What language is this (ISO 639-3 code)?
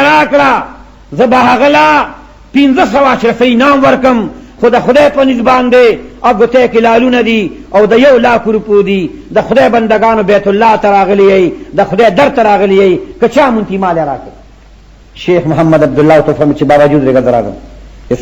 pus